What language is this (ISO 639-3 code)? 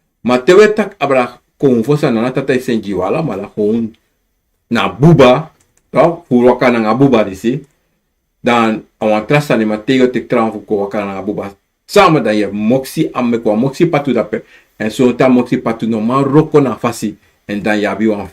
srn